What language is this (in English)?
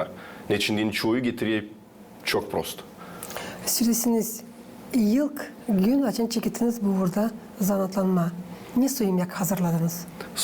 Gagauz